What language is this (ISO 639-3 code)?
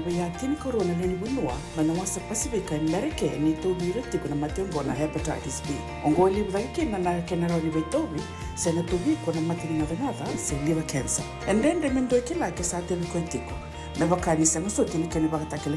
fij